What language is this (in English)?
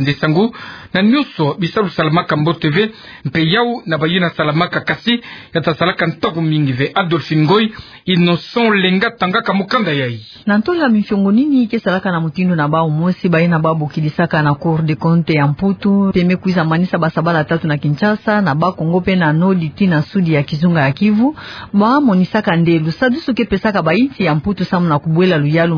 Kituba (Democratic Republic of Congo)